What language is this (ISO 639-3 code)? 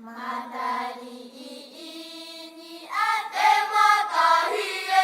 tah